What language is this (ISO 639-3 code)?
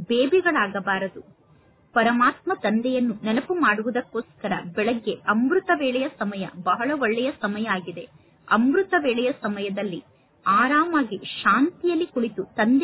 kan